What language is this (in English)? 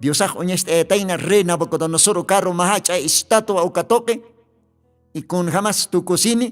Aymara